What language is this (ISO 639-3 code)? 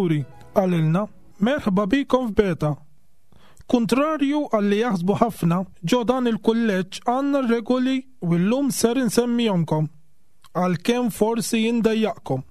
mlt